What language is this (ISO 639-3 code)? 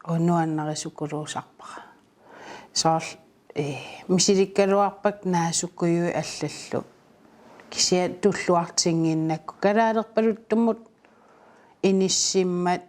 kal